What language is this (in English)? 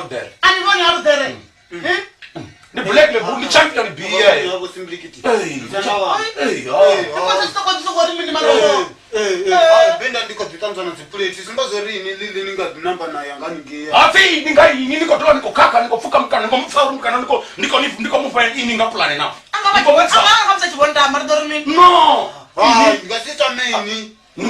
Venda